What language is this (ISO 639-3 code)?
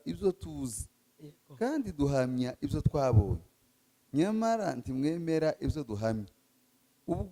kin